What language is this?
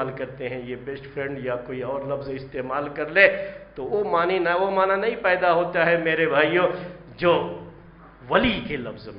Urdu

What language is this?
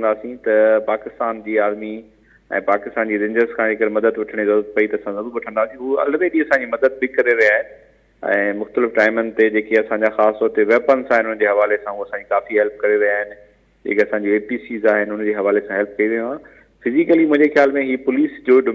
Sindhi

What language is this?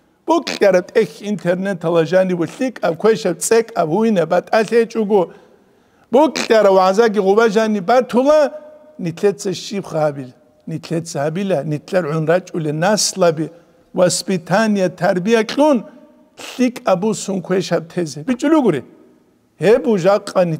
Avaric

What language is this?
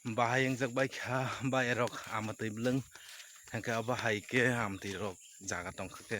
Kok Borok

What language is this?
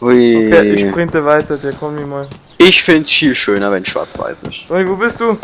Bavarian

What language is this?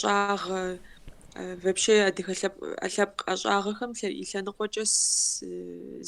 Kabardian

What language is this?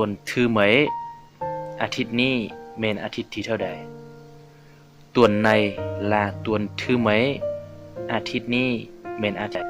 Lao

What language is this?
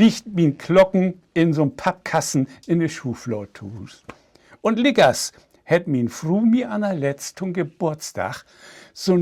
Low German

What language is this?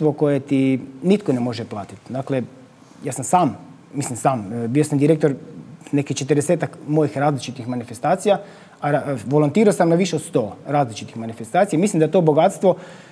Croatian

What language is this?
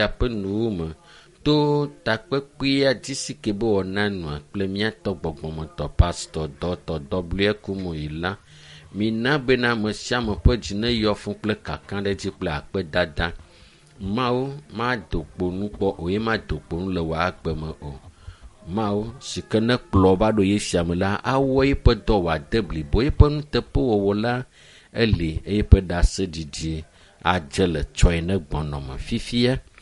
Ewe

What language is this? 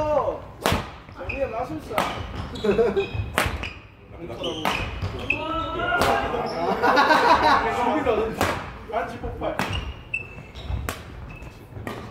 Korean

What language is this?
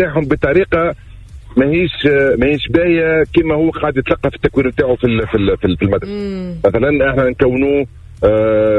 Tunisian Arabic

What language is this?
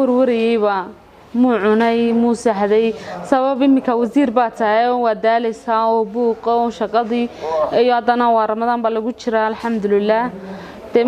Somali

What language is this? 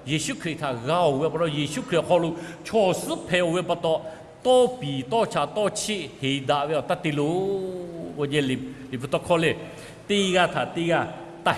Lahu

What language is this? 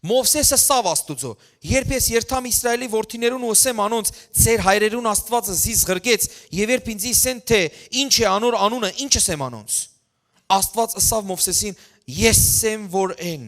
Western Armenian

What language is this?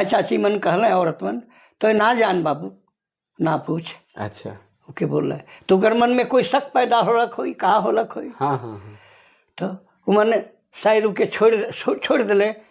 Sadri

